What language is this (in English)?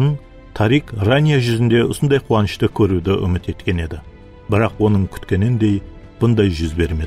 Kara-Kalpak